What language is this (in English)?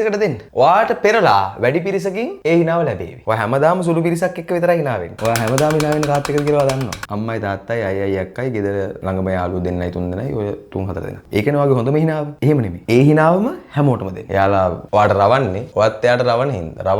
Sinhala